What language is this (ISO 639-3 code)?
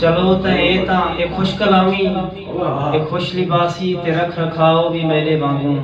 skr